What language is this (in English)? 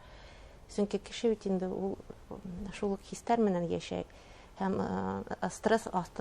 Bashkir